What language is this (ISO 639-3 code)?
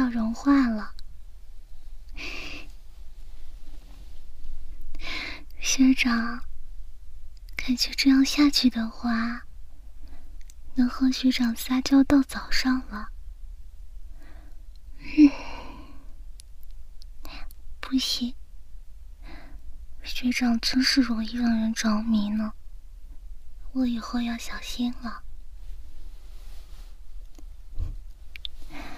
zho